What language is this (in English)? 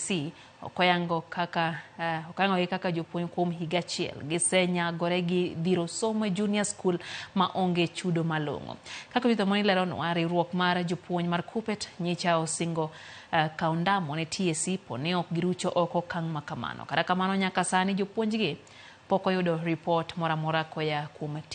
Luo (Kenya and Tanzania)